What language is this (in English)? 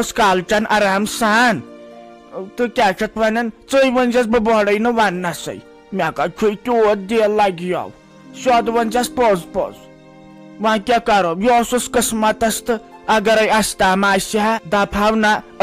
Kashmiri